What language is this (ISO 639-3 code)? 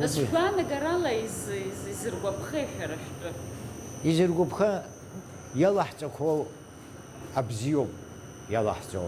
abk